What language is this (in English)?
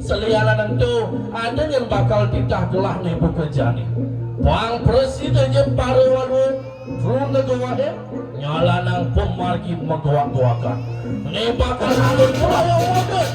Balinese